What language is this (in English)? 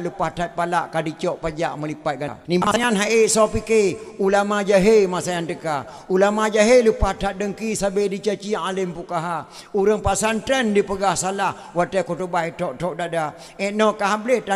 Achinese